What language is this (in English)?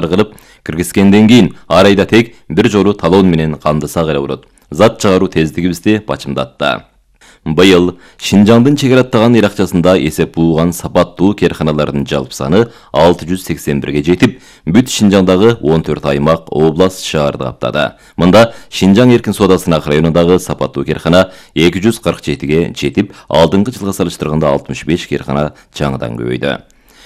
Kyrgyz